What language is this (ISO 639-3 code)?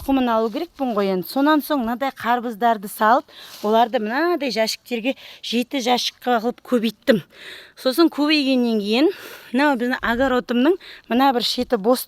kaz